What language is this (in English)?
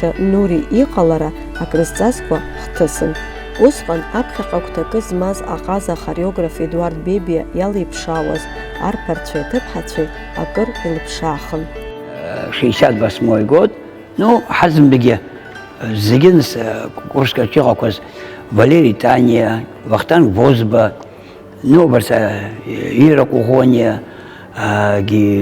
Abkhazian